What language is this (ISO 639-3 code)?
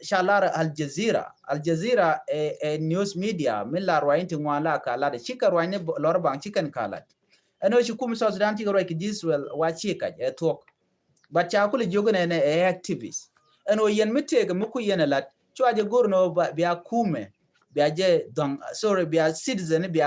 nus